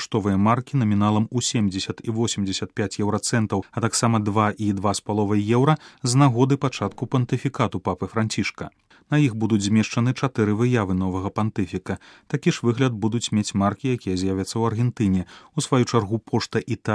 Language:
Belarusian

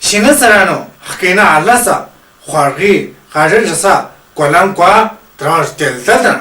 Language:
Tu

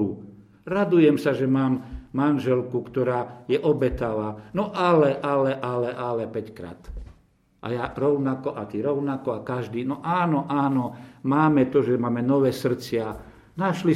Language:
Slovak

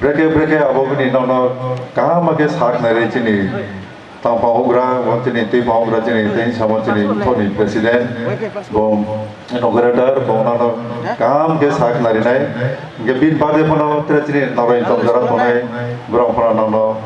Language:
Riang (India)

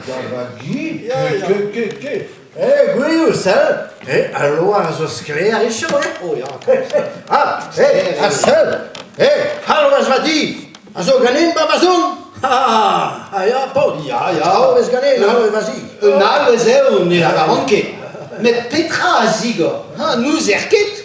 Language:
Breton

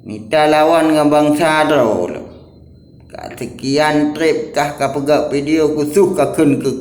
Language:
Achinese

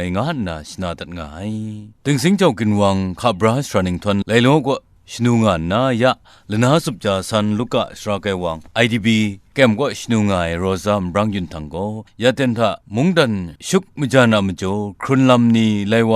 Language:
Kachin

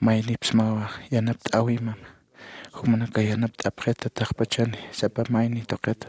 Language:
Aymara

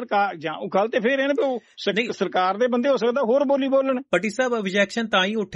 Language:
Punjabi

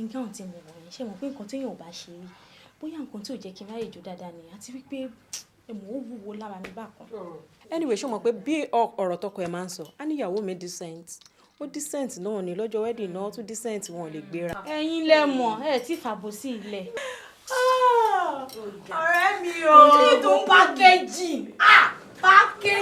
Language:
Yoruba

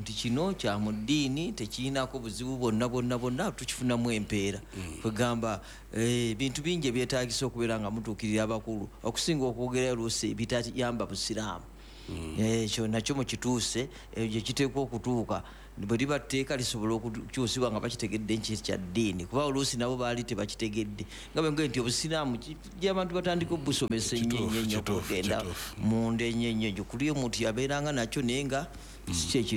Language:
Ganda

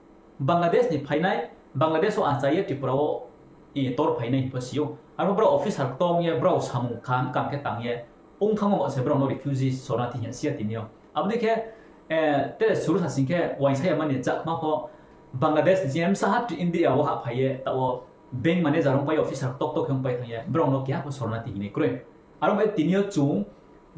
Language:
Riang (India)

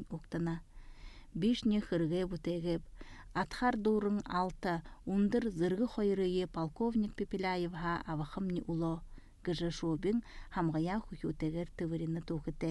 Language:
Buriat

